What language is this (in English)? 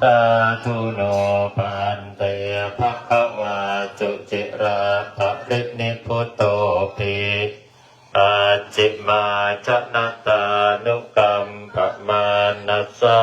Pali